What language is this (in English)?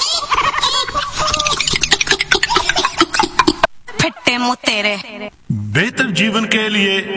Punjabi